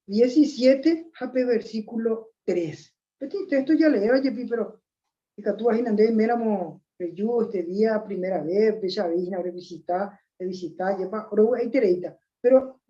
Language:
Guarani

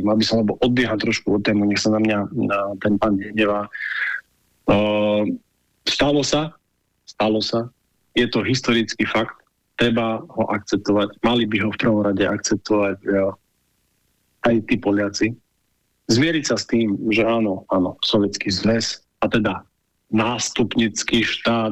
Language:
Slovak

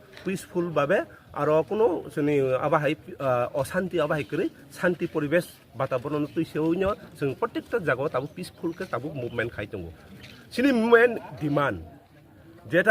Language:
Kok Borok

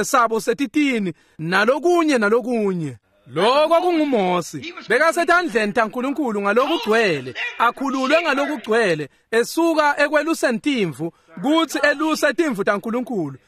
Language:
Swati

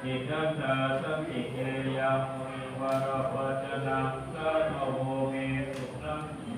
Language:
Pali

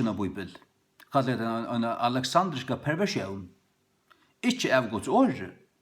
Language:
Faroese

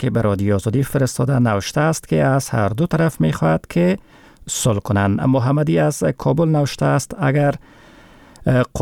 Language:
Persian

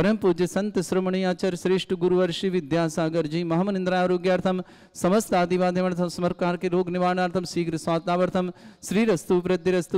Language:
Hindi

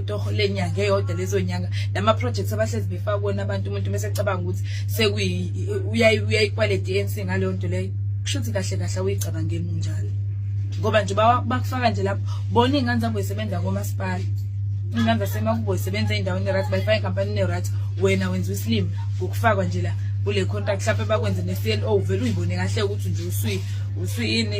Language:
Zulu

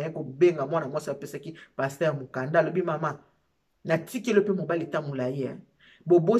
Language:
Lingala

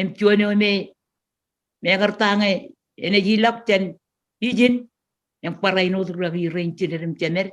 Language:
Marshallese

